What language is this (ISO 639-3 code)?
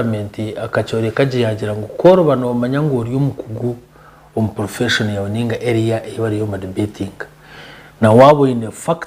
nyn